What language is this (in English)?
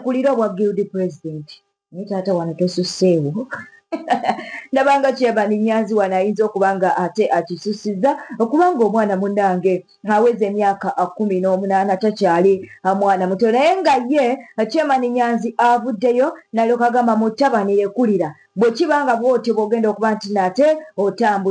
Ganda